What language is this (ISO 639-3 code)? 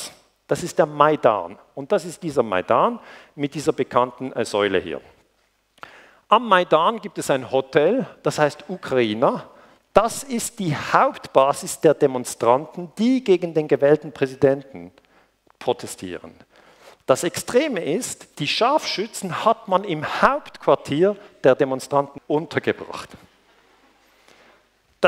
deu